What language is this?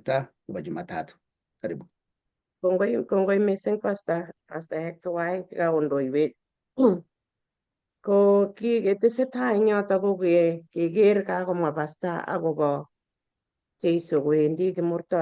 Kalenjin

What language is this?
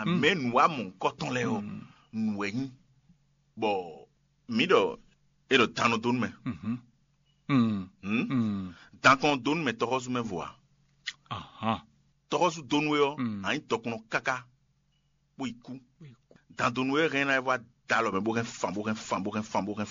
Fon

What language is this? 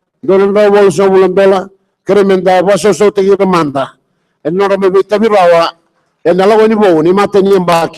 Fijian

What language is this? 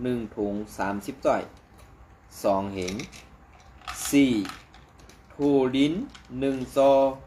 Shan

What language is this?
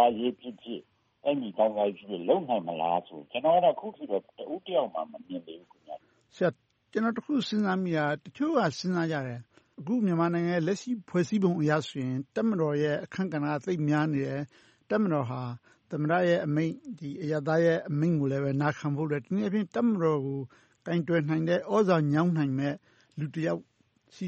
Burmese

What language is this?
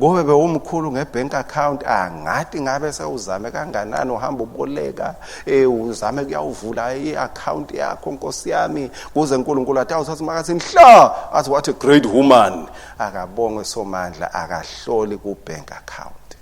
Swati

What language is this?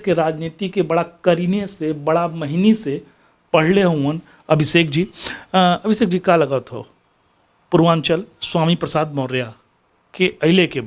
Bhojpuri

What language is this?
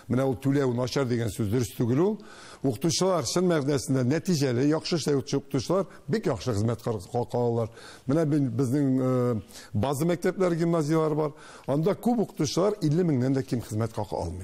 Tatar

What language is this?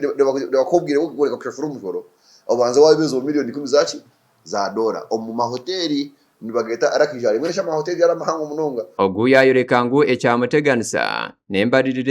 Nyankole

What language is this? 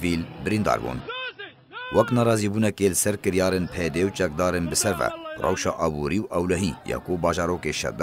Kurdish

